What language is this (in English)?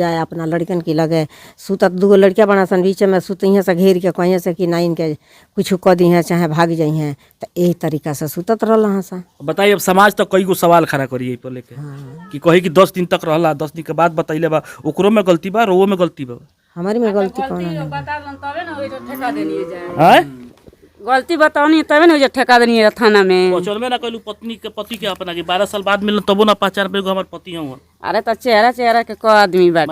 Bhojpuri